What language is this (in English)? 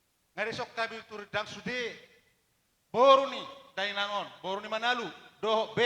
Batak Toba